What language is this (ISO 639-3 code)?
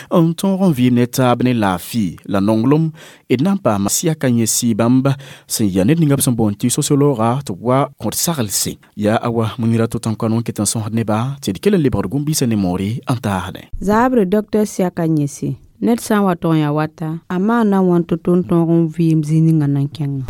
mos